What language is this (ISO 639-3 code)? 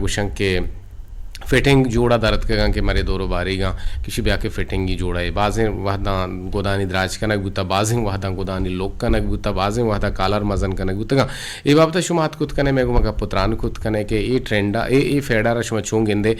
bgp